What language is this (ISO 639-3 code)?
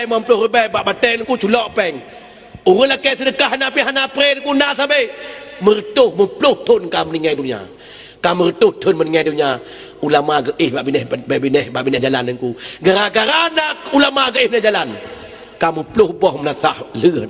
ace